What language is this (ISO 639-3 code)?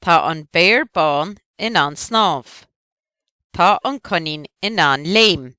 gle